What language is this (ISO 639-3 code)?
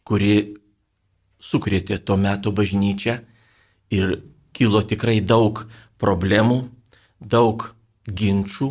lit